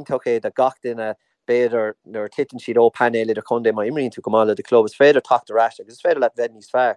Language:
Irish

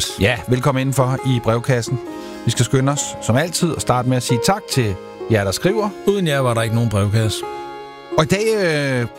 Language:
Danish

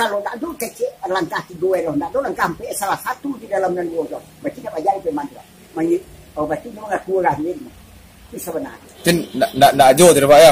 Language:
Minangkabau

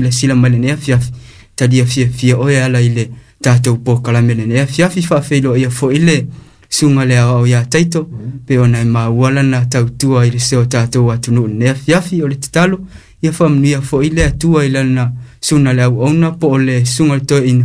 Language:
Samoan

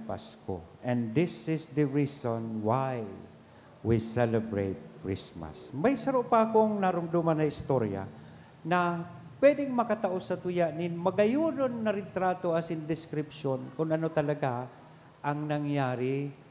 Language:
Bikol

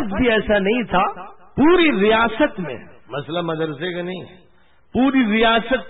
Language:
Urdu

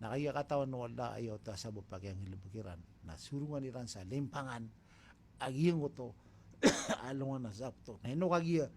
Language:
Maranao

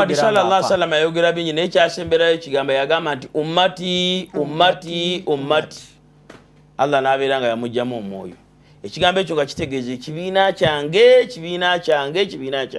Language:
Ganda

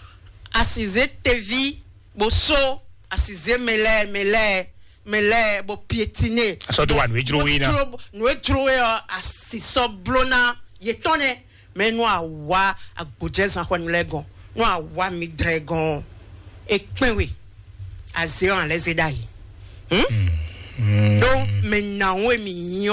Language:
Fon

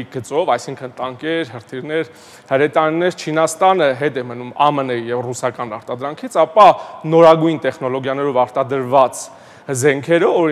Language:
Armenian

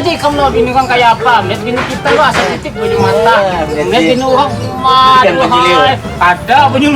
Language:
Banjar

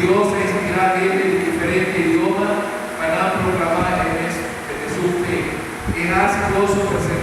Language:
Papiamento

